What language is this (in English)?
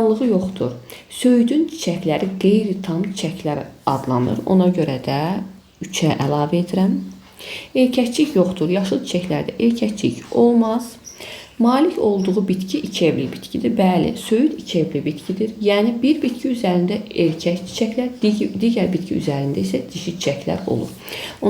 Azerbaijani